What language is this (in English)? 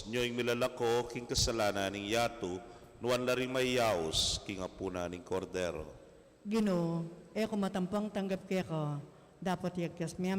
Pampanga